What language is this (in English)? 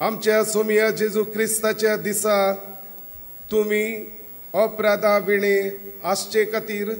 Konkani